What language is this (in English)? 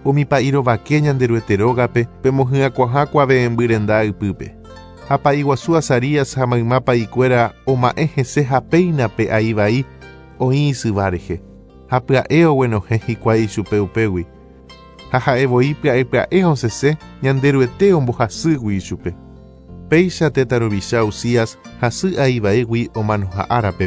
Guarani